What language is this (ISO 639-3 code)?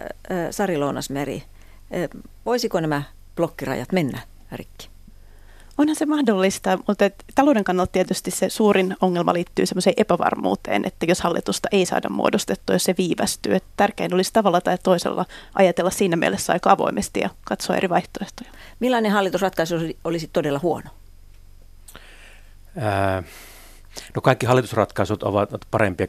fin